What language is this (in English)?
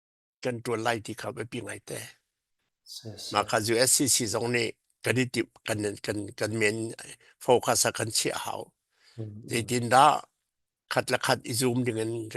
Falam Chin